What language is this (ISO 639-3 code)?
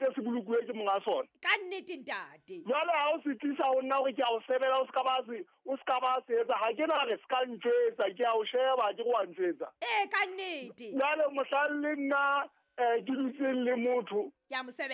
sot